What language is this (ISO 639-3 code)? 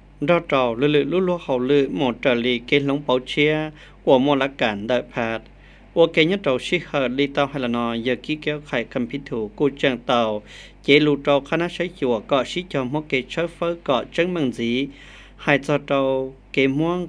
hmn